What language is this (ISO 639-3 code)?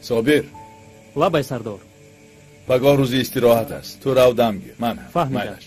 tgk